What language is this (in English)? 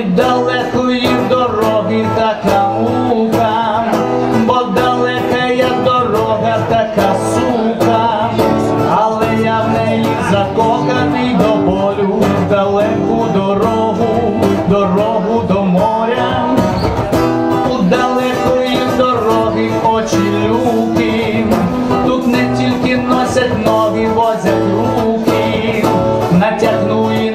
Ukrainian